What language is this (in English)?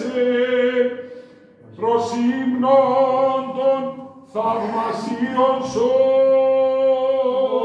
Greek